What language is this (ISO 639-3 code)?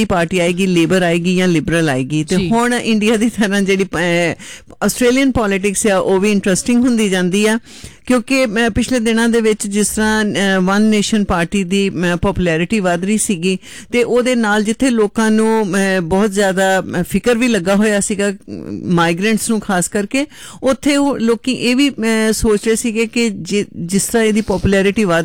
pan